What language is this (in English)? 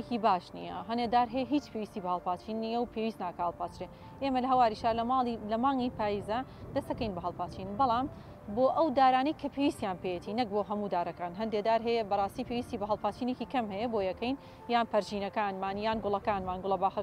Central Kurdish